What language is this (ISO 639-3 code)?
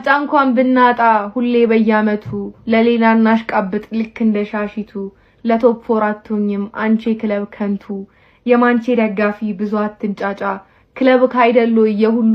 amh